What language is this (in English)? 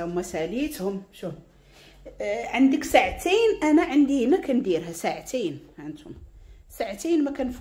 Moroccan Arabic